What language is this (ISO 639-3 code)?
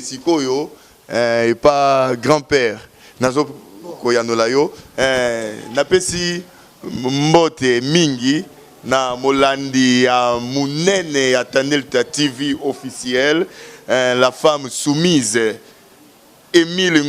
lin